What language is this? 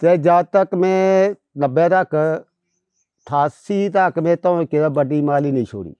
Dogri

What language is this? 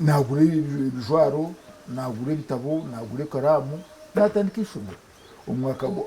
Nyankole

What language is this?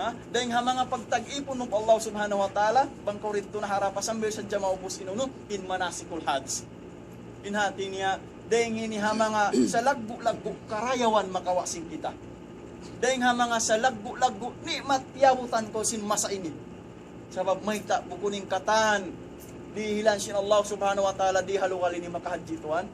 Tausug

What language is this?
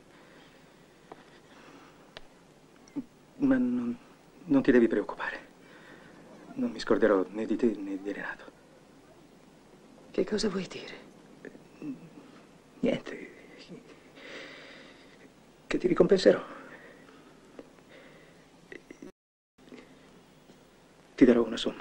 Italian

